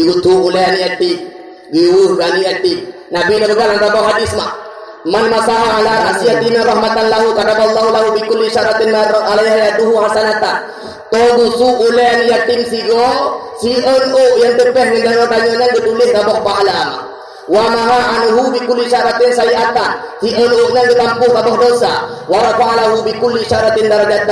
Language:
Achinese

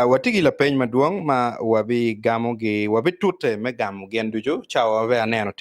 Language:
Acoli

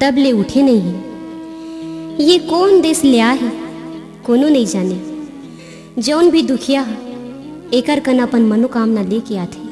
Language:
Chhattisgarhi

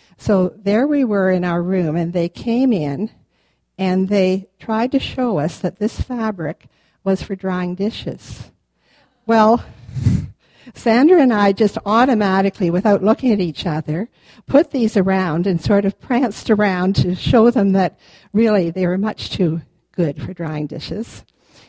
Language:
English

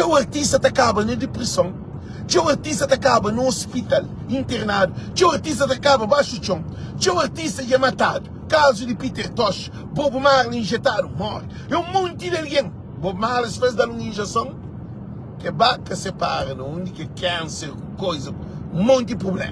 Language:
Kabuverdianu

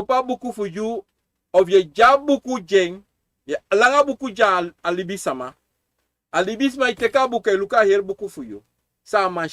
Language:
Sranan Tongo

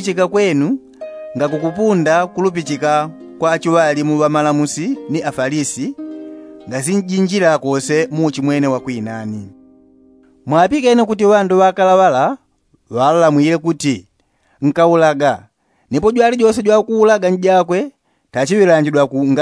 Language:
Yao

